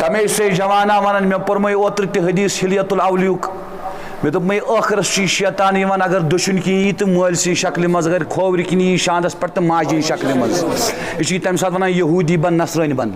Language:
Kashmiri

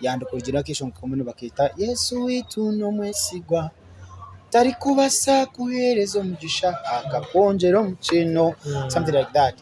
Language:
Nyankole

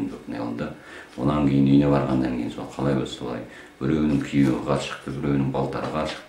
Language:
Kazakh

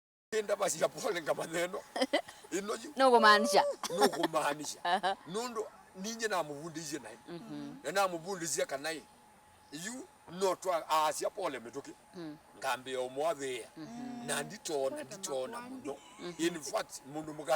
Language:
Kamba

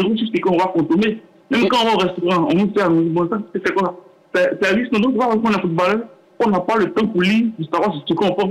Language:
French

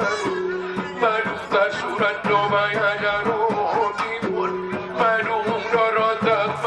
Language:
Batak Angkola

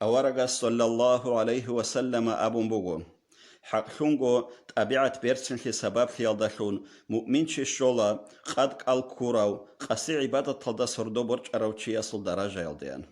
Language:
Avaric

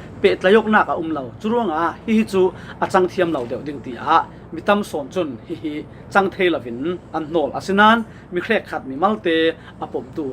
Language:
Falam Chin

